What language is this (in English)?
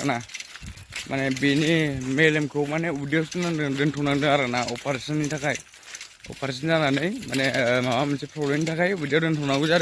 Bodo